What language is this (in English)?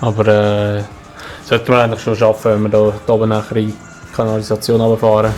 Swiss German